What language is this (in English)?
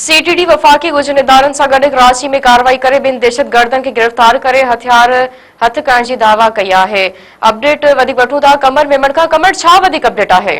Sindhi